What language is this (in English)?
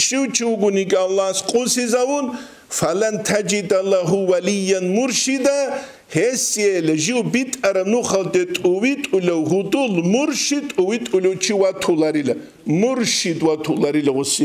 Avaric